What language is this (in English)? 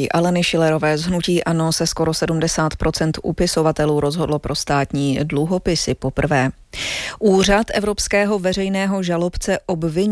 Czech